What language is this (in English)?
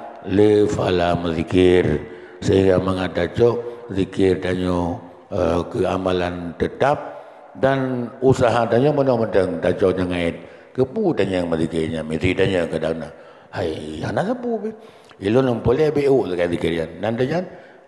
Achinese